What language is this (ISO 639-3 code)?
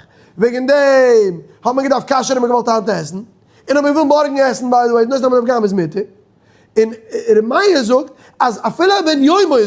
yid